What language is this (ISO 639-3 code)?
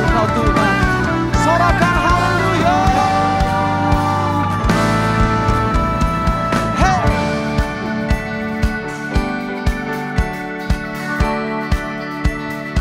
ind